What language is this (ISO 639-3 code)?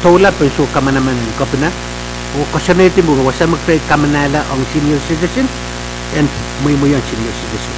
pon